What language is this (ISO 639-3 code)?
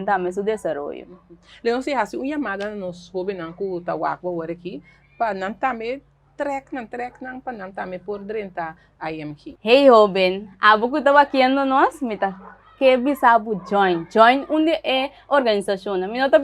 pap